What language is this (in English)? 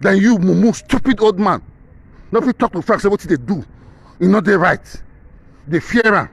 Nigerian Pidgin